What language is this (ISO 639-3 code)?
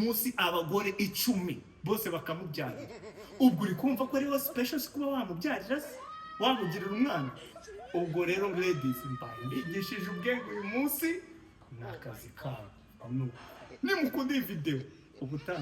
kin